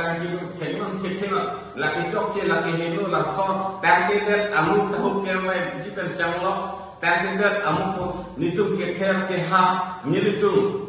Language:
Karbi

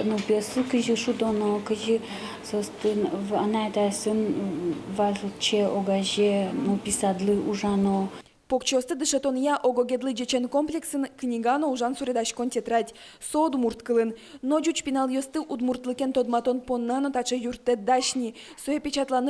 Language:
Udmurt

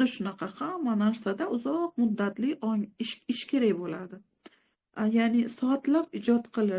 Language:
Uzbek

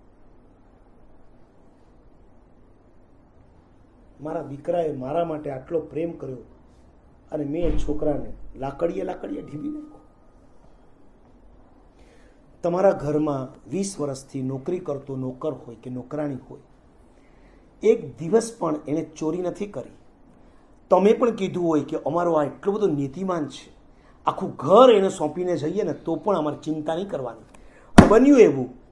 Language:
Gujarati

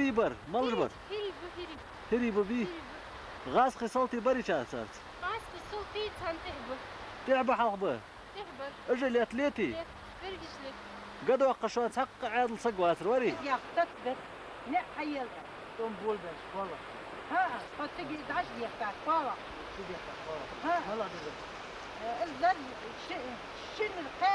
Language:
Ingush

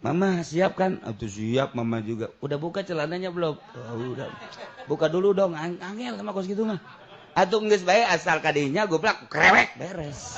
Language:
Sundanese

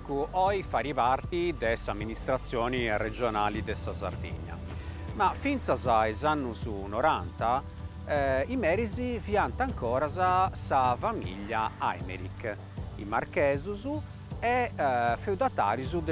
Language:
Sardinian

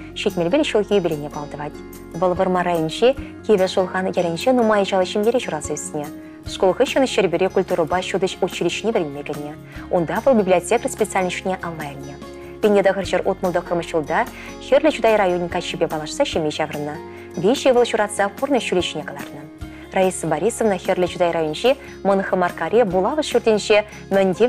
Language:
Chuvash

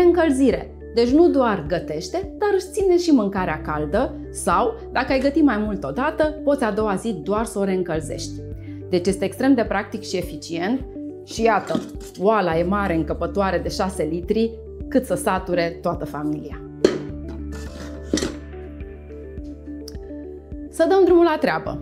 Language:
Romanian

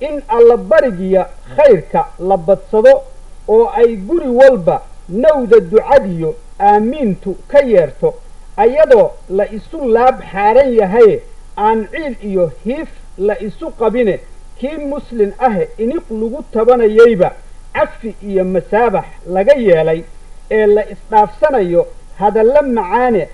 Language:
Somali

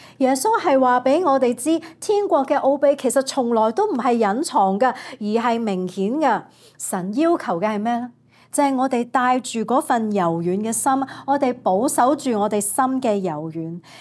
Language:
Cantonese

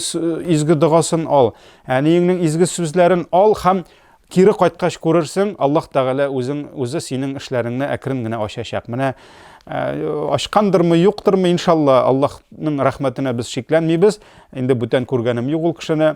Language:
Tatar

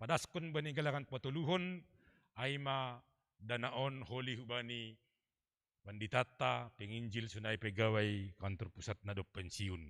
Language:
Batak Simalungun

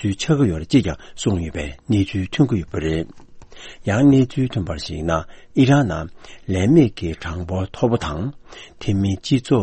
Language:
Tibetan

